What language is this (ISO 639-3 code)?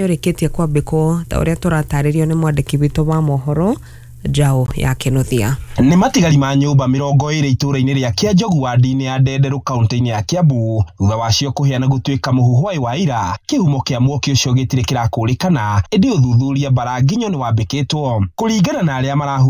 kik